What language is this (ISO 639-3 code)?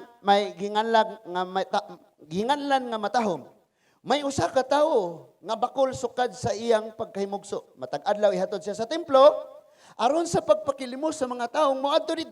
ceb